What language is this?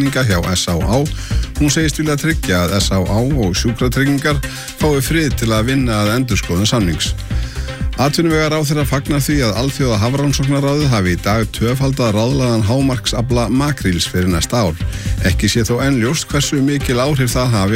Icelandic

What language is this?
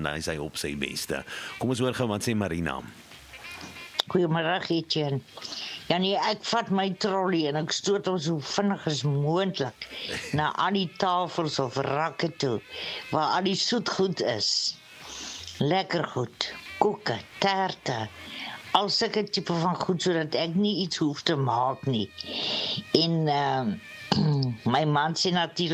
Afrikaans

